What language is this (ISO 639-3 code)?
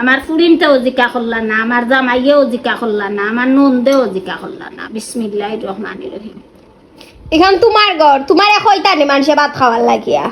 syl